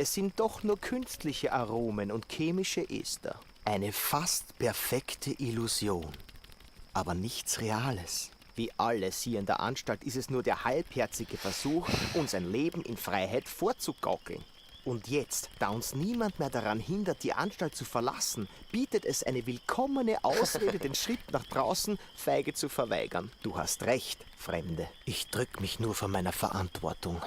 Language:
Swiss German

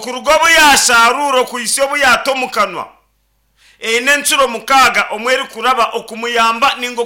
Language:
Nyankole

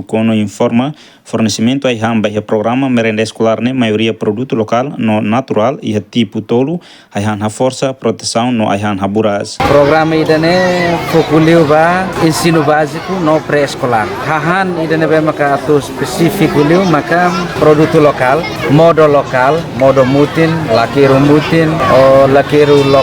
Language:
Tetum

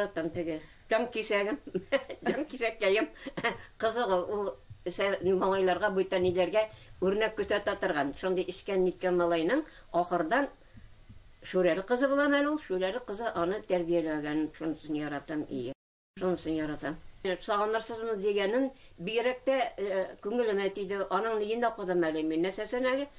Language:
Tatar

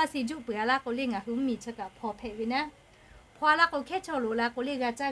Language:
Lahu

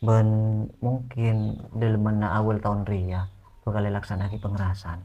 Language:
Madurese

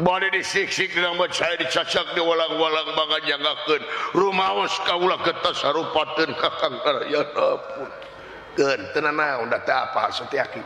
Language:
Sundanese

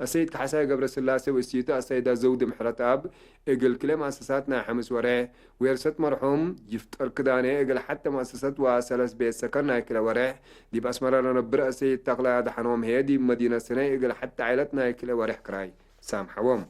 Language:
Tigre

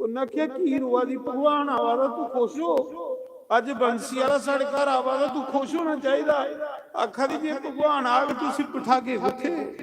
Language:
Dogri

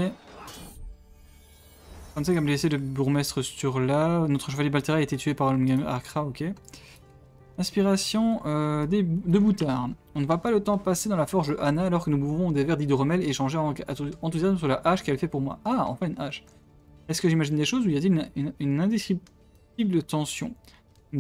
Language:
French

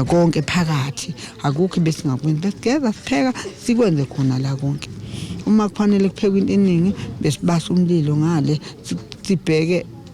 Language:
Zulu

